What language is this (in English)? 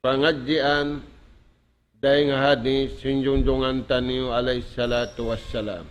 Tausug